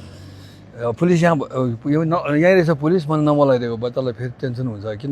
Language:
Nepali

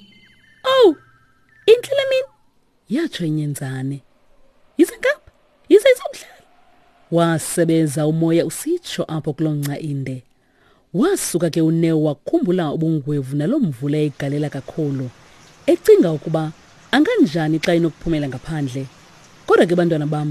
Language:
Xhosa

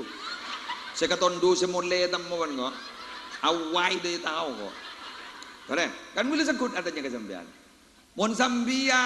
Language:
Madurese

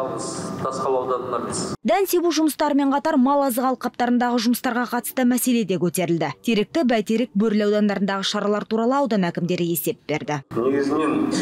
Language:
Kazakh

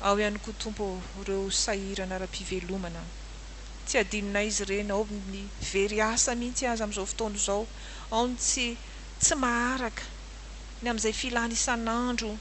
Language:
Malagasy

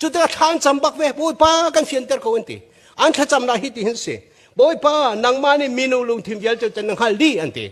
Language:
Hakha Chin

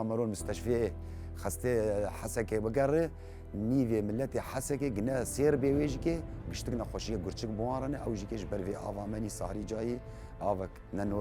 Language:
Kurdish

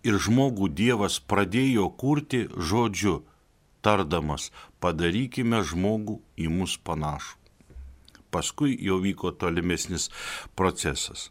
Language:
Lithuanian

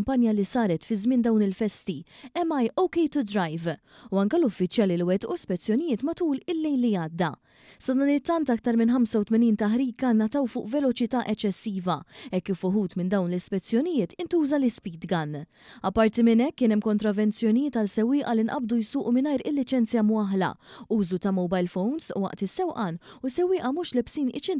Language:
Maltese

